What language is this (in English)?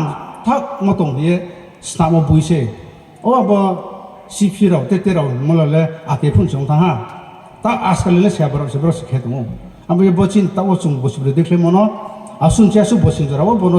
Riang (India)